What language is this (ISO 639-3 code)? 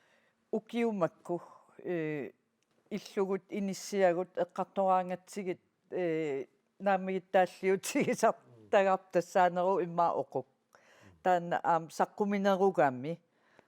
kal